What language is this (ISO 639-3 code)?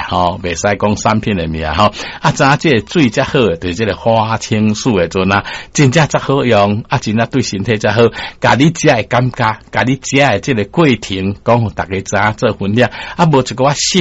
nan